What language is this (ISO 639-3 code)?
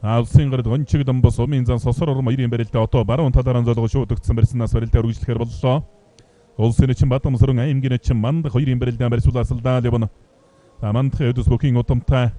mon